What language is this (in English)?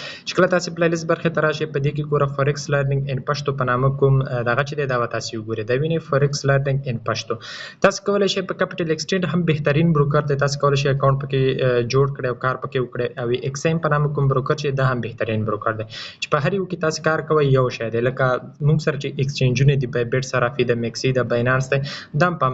Pashto